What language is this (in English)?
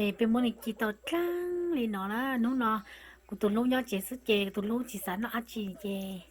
Hmong